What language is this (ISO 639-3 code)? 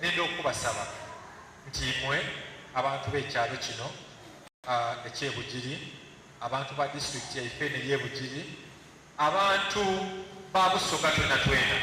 xog